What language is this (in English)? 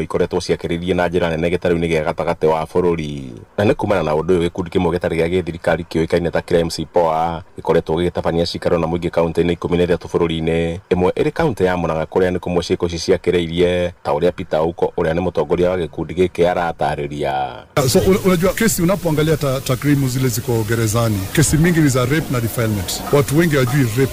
Kikuyu